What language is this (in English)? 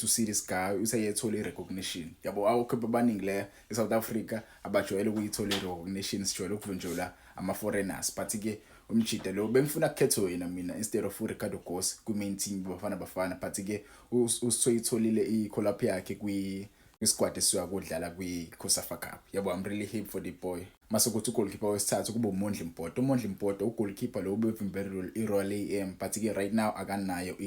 Zulu